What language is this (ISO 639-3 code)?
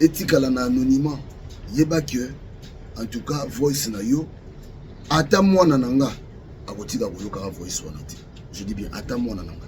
lin